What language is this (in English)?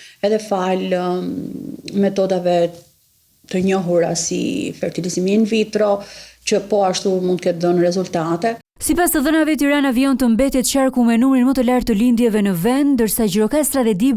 Albanian